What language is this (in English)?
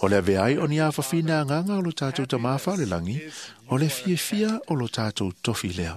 Samoan